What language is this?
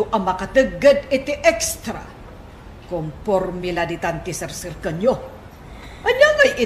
Iloko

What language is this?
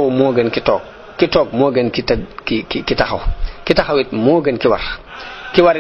Wolof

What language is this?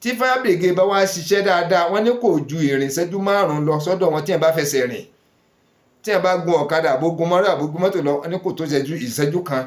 Yoruba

